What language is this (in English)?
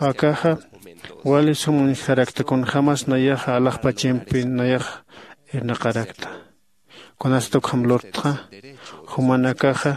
Aymara